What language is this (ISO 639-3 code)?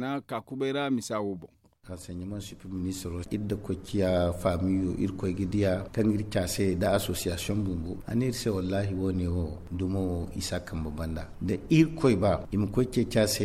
dje